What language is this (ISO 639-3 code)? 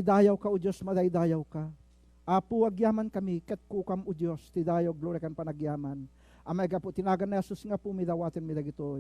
ilo